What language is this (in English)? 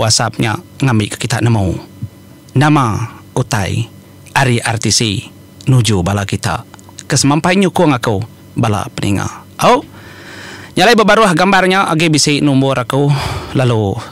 Iban